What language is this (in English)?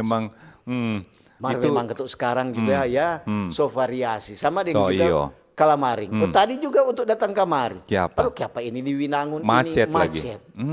Manado Malay